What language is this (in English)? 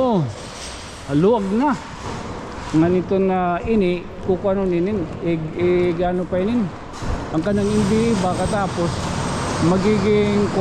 Waray